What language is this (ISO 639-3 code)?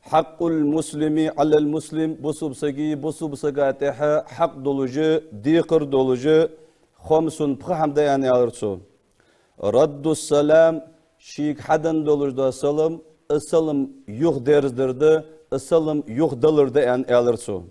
inh